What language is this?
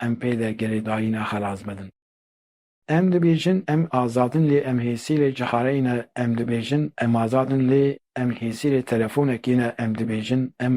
Kurdish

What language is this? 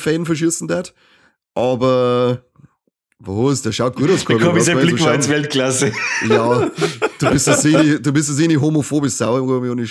Bavarian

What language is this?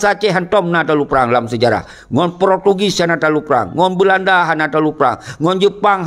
Achinese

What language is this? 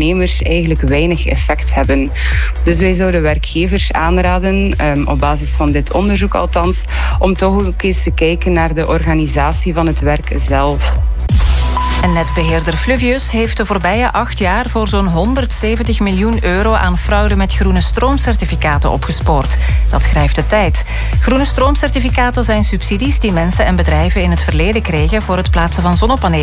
Dutch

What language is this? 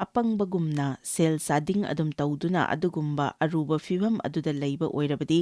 Manipuri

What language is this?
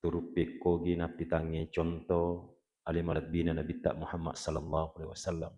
Buginese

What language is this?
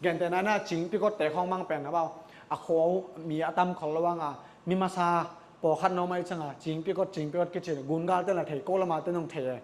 Tedim Chin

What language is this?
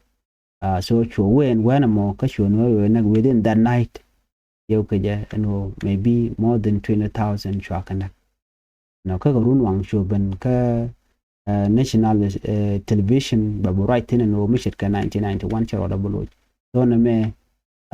Nuer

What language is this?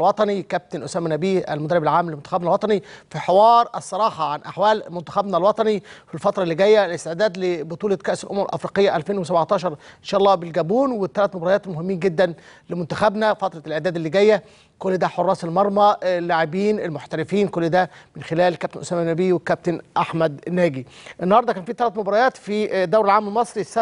Egyptian Arabic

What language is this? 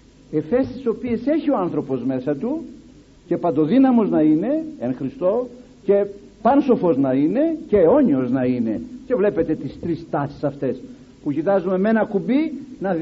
Greek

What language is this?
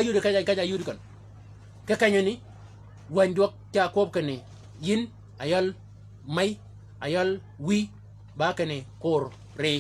Shilluk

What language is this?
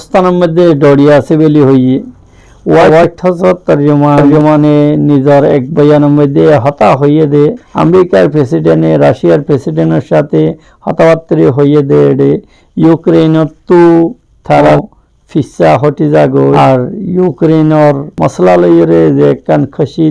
Rohingya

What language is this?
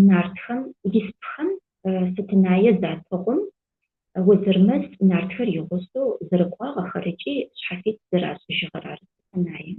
Adyghe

